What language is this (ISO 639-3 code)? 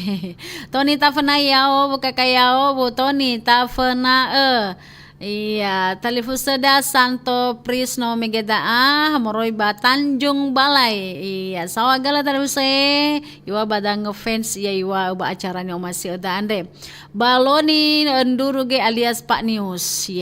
nia